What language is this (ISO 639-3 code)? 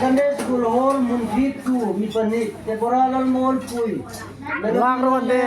hmr